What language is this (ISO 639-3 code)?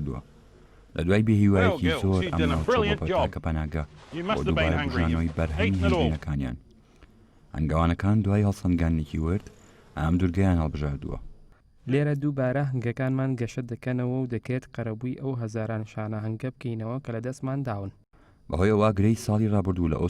ckb